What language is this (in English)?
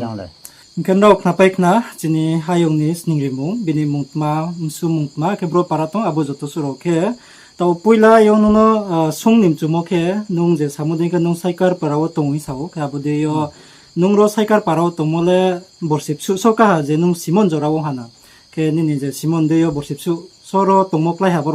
Riang (India)